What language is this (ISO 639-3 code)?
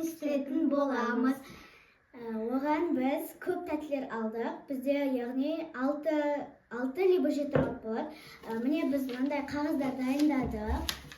kaz